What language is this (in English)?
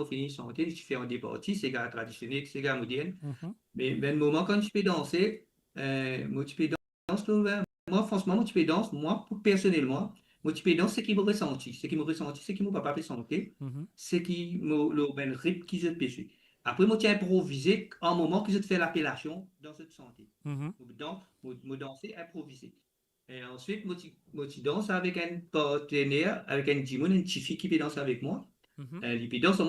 Morisyen